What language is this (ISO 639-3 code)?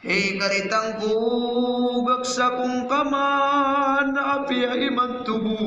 mrw